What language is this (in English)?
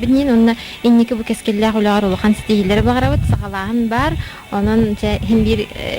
Yakut